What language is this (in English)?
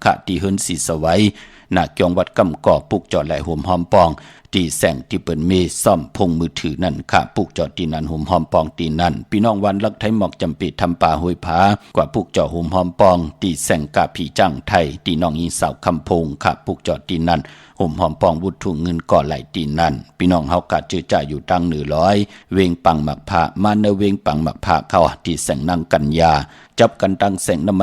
Shan